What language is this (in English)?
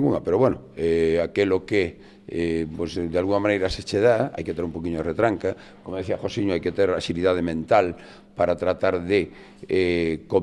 Galician